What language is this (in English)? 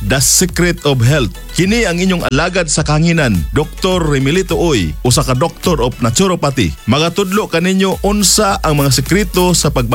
Cebuano